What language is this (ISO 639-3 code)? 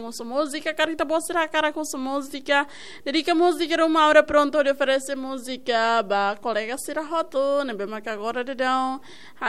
tet